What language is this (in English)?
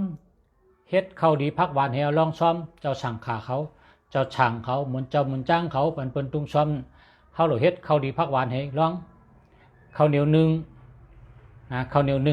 Shan